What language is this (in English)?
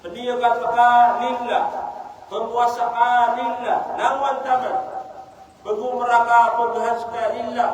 Maranao